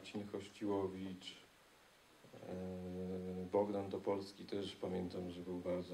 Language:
Polish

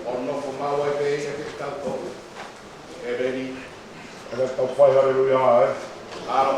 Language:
Tongan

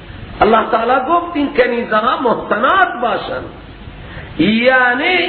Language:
Persian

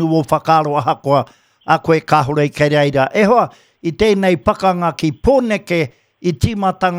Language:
Māori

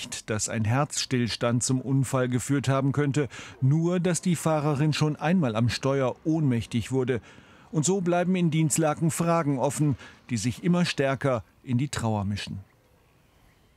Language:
German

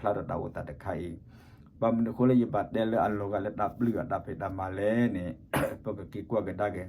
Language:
S'gaw Karen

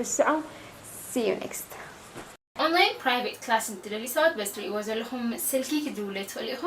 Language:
Tigrinya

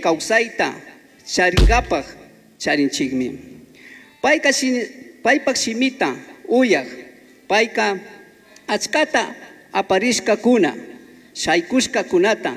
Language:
Chimborazo Highland Quichua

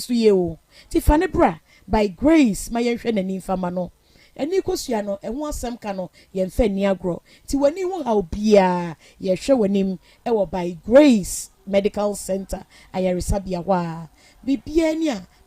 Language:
Akan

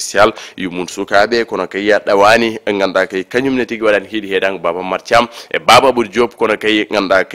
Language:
Fula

